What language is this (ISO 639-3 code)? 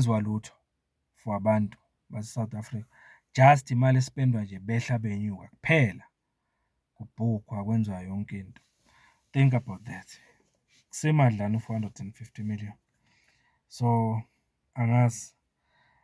zul